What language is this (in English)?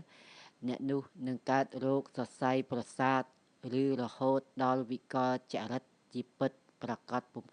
Khmer